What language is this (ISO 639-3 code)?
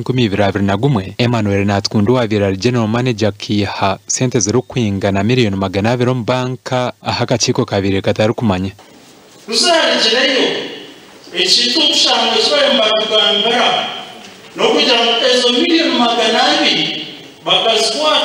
nyn